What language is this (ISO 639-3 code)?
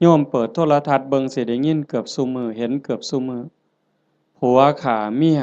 lao